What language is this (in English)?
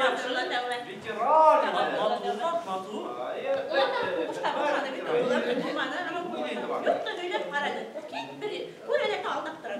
Bashkir